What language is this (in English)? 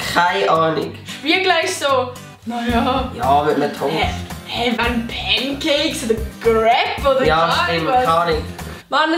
Swiss German